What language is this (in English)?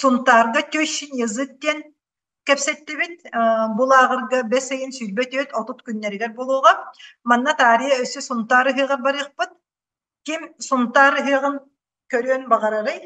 Yakut